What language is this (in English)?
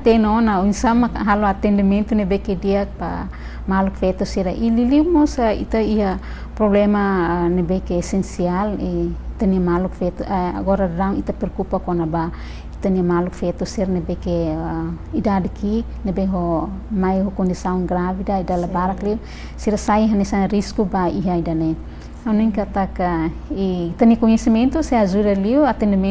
Tetum